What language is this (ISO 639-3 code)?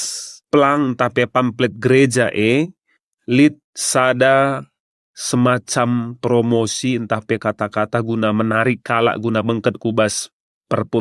btx